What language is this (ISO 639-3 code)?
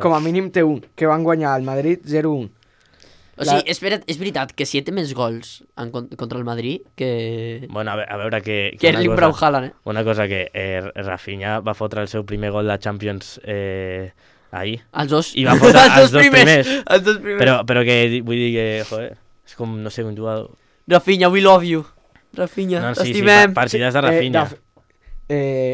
cat